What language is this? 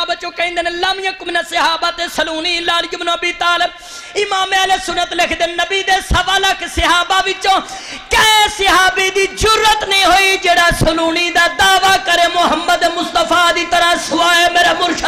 Saraiki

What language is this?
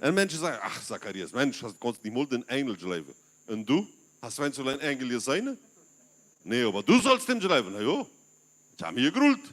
Plautdietsch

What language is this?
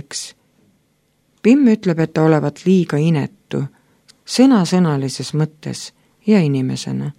Estonian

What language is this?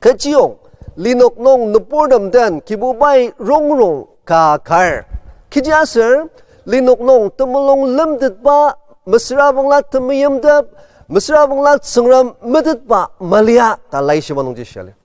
Ao Naga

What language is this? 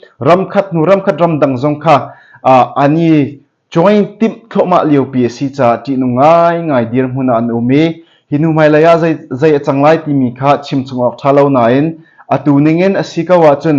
Hakha Chin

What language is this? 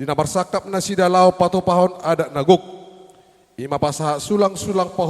Batak Toba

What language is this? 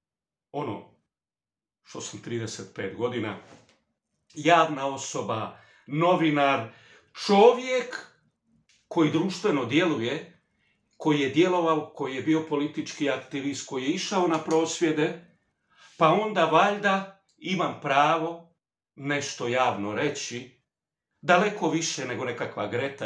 Croatian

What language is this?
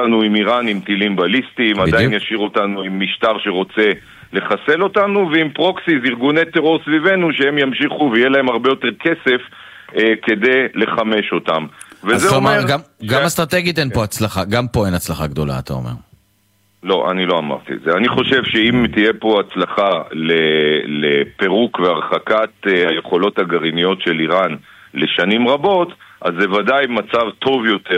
Hebrew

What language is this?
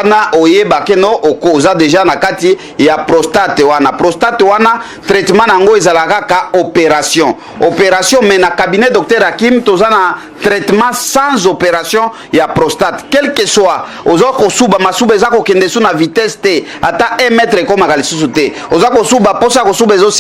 Lingala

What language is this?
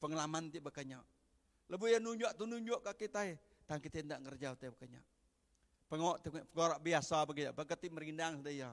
Iban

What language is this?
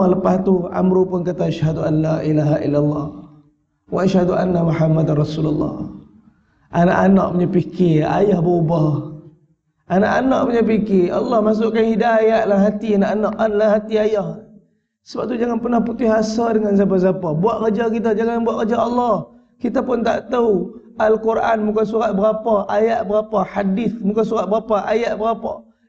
Malay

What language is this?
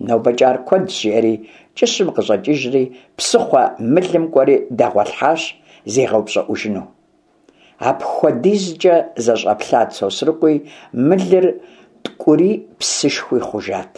Kabardian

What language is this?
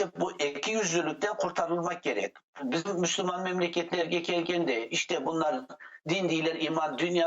Crimean Tatar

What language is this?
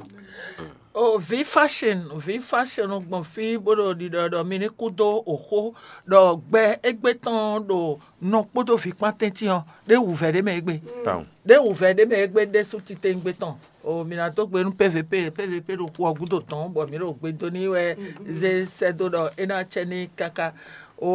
Fon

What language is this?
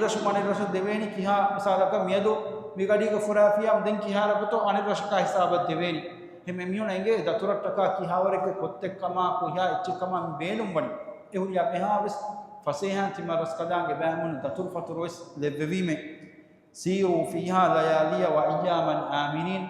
Divehi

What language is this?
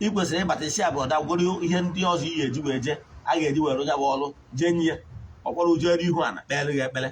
Igbo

